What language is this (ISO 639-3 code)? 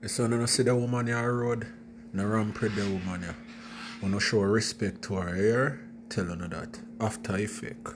jam